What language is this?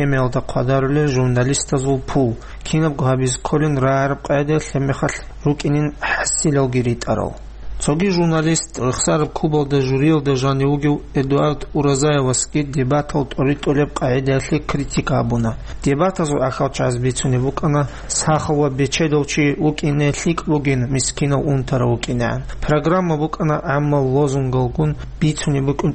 Avaric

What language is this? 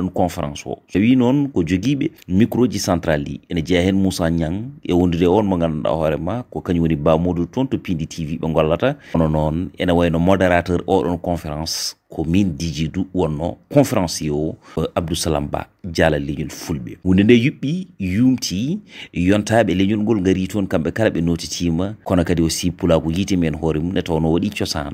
Fula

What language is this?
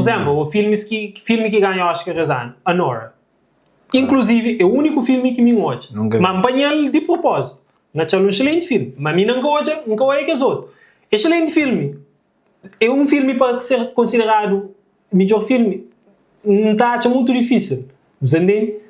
Kabuverdianu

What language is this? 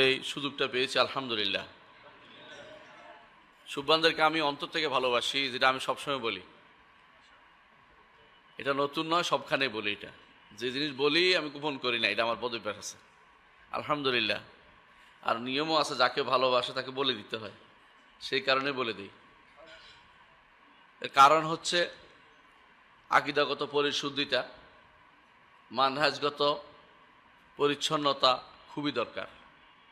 Bangla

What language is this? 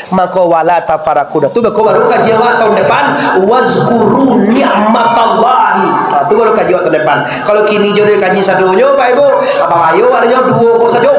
Minangkabau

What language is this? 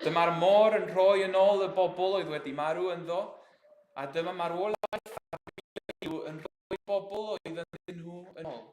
Welsh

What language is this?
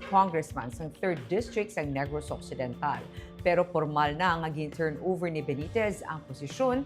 Hiligaynon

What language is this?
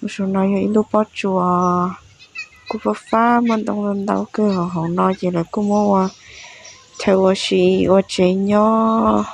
Hmong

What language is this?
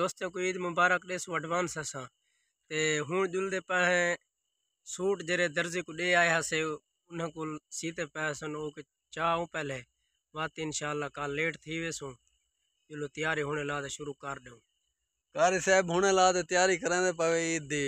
Saraiki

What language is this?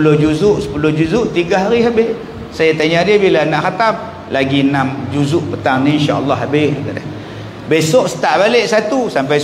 Malay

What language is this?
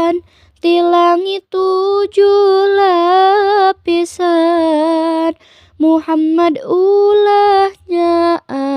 Sundanese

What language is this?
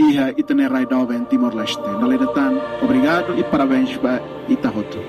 Tetum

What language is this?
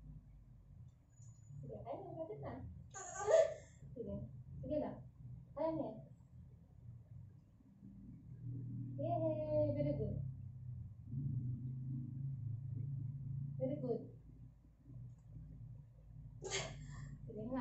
Filipino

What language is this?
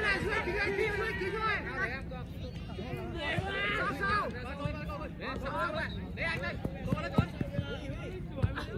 Vietnamese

